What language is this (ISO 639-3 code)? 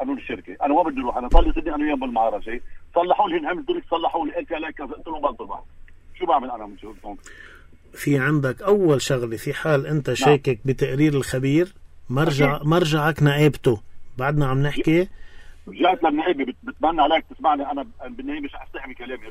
apc